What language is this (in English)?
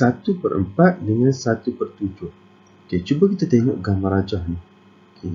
Malay